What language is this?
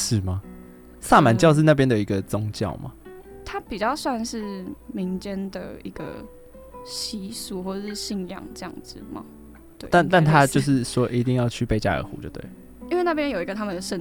Chinese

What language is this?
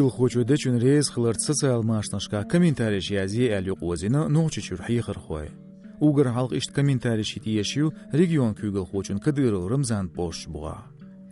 Chechen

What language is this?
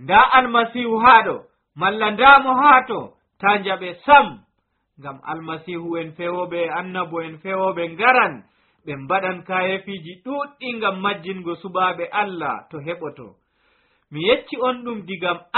Nigerian Fulfulde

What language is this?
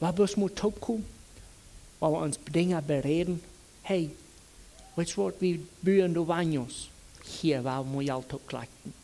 Plautdietsch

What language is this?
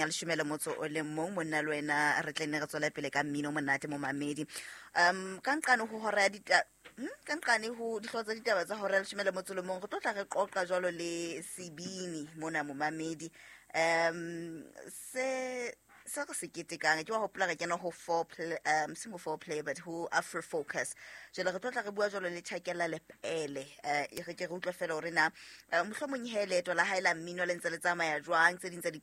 Southern Sotho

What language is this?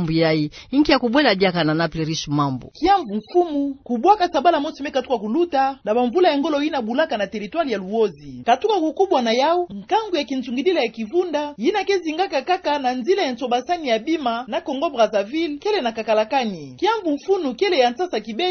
Kituba (Democratic Republic of Congo)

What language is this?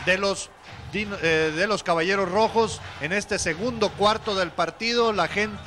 Spanish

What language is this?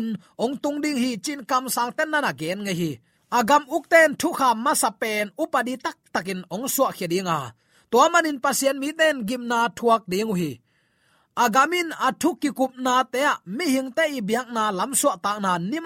Tedim Chin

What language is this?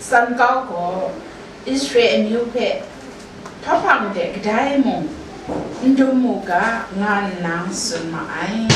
Kachin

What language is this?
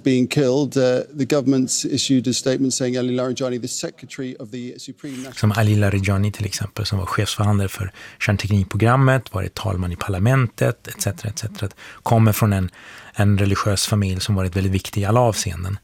Swedish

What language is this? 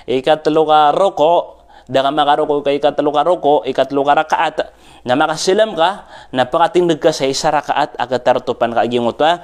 Maranao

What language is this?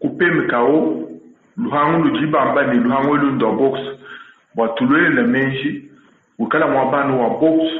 Luba-Lulua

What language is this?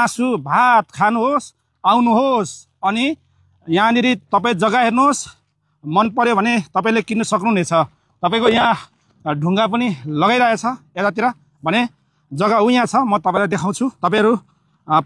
Nepali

